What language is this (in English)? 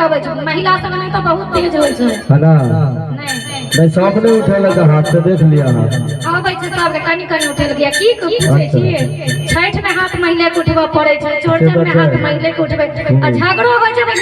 Maithili